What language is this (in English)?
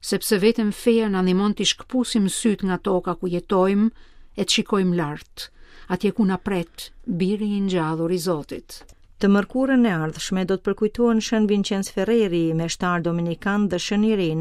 Albanian